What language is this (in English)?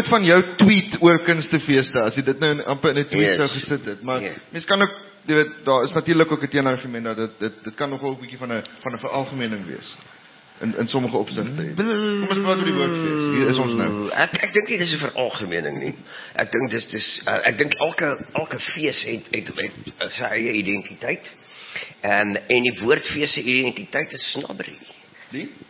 Afrikaans